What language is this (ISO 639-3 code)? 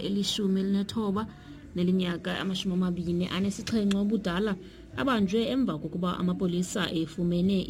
xho